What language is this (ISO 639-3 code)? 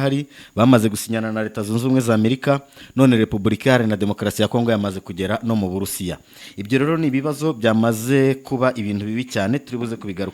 kin